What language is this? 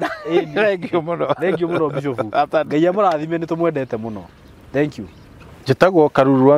Kikuyu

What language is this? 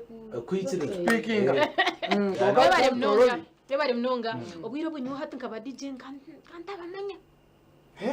Nyankole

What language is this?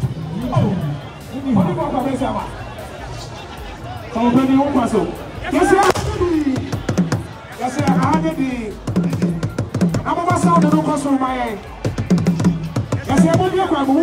English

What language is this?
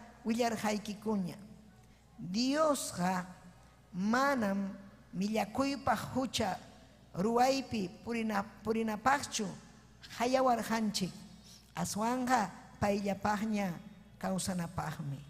Ayacucho Quechua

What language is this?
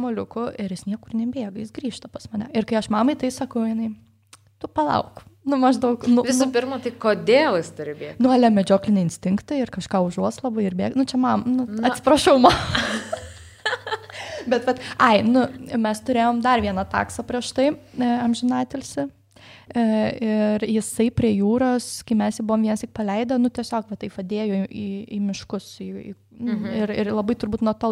Lithuanian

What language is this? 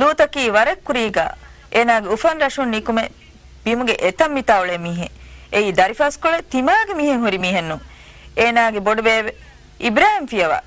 Divehi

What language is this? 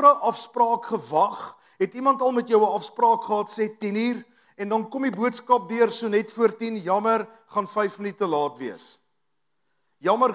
Afrikaans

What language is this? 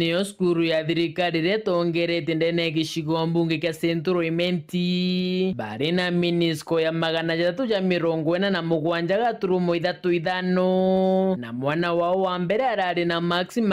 Meru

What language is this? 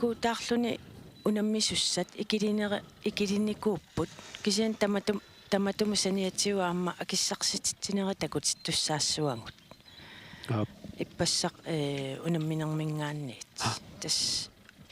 Kalaallisut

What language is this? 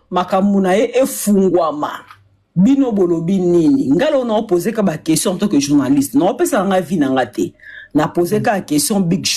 Lingala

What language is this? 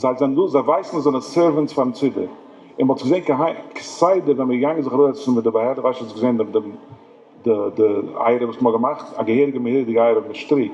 Yiddish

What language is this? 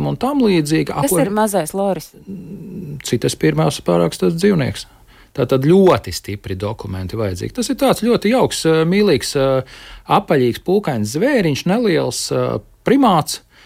Latvian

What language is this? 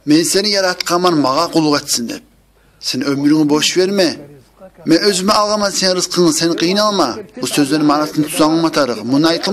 Kumyk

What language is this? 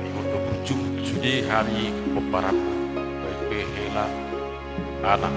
Batak Toba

